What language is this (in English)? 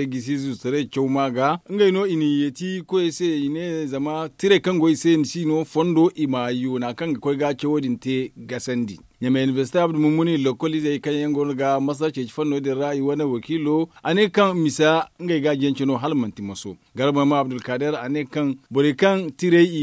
Zarma